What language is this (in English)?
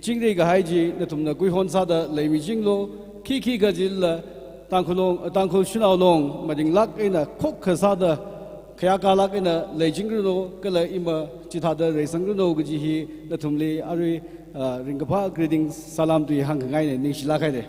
Tangkhul Naga (India)